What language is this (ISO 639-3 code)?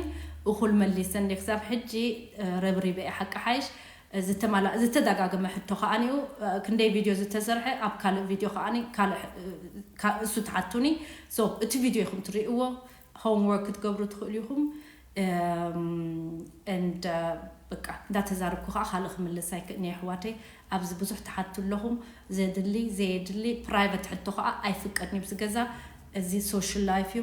tir